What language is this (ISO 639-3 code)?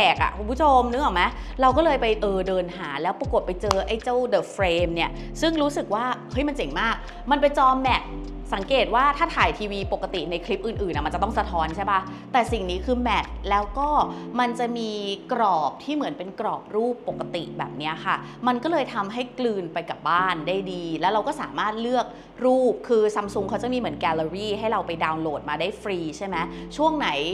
tha